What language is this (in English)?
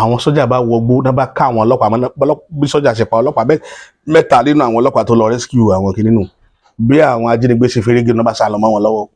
Yoruba